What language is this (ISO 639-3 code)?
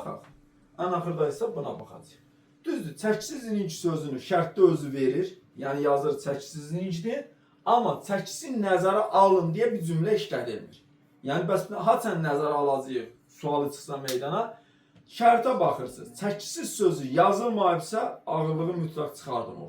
aze